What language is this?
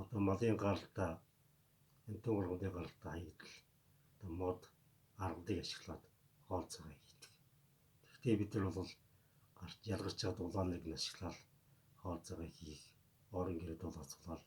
Mongolian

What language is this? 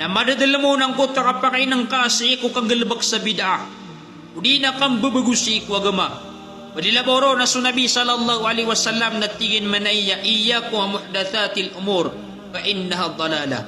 Maranao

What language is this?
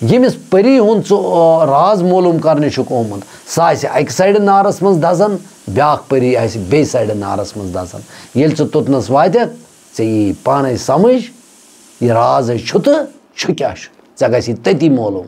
Kashmiri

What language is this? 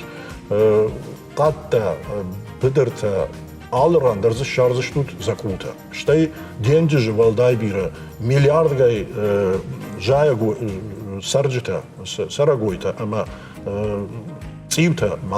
Ossetic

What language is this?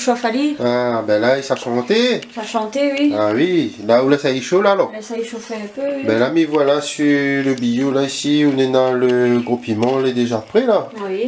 Réunion Creole French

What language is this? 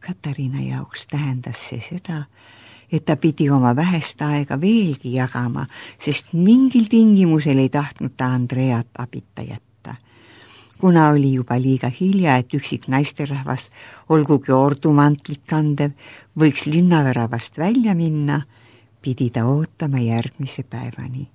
Estonian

